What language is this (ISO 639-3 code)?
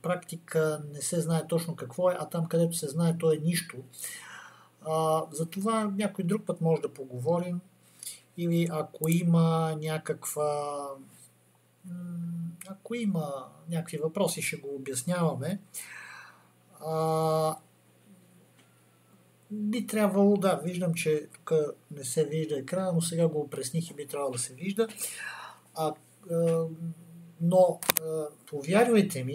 bul